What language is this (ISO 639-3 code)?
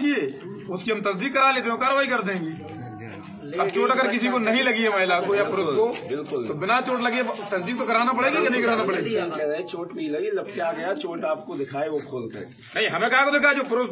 hin